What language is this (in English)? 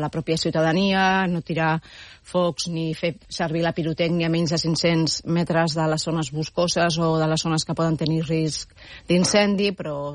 Catalan